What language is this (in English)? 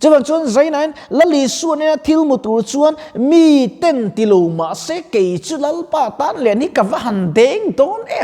Mizo